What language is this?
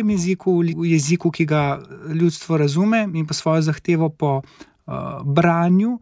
Slovenian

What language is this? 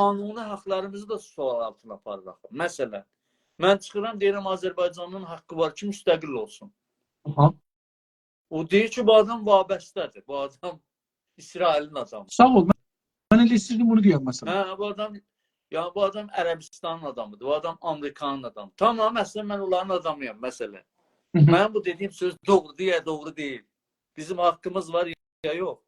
South Azerbaijani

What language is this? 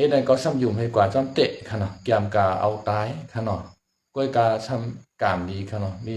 Shan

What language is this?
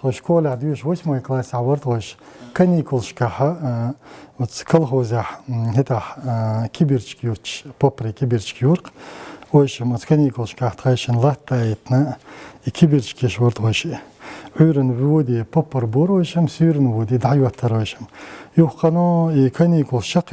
Chechen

